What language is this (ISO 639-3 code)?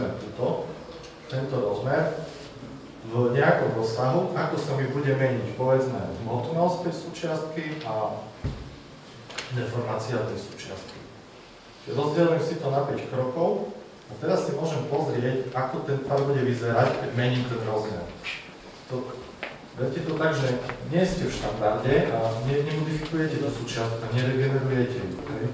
slk